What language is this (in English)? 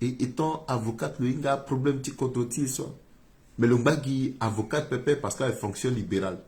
Sango